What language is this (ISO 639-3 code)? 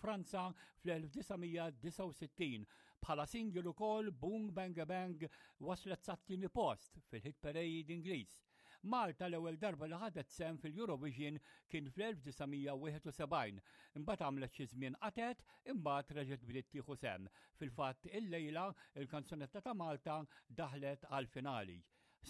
mlt